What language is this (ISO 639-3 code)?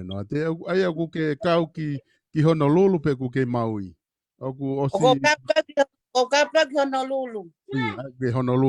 ton